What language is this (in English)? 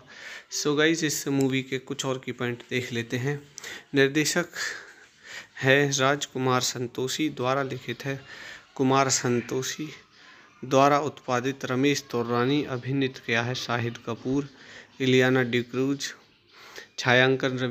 Hindi